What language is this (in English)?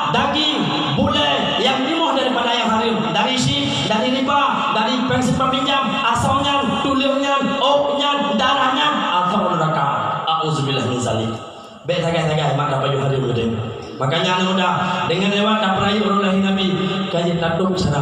Achinese